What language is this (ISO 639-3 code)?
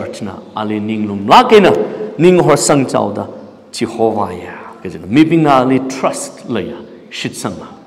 nmf